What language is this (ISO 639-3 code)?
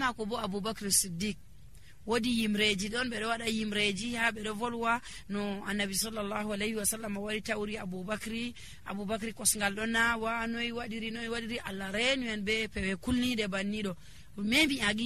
fuv